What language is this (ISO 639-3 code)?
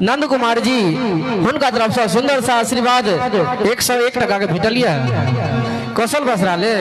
mai